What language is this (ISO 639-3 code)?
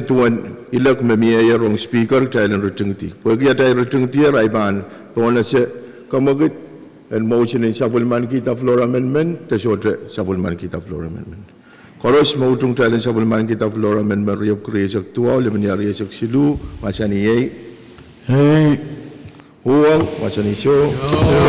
pon